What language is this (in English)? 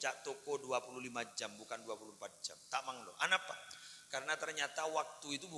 Madurese